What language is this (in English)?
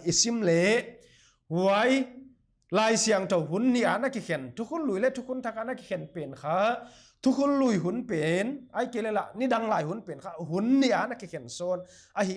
Paite Chin